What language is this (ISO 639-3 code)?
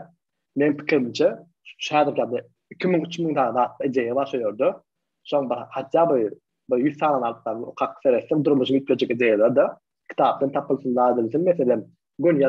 tuk